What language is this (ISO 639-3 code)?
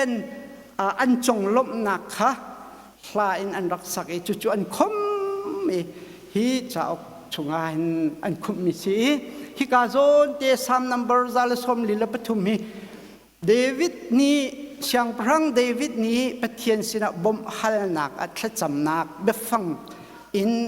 cnh